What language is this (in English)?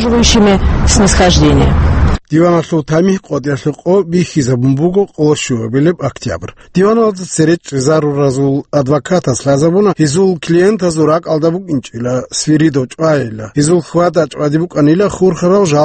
Avaric